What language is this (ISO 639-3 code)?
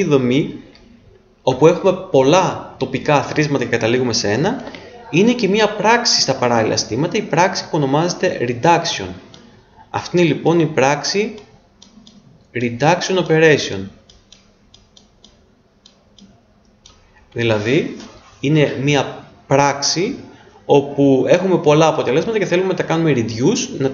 ell